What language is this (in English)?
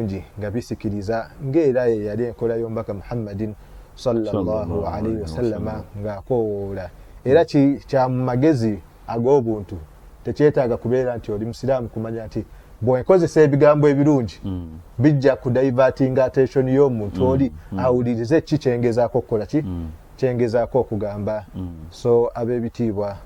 Ganda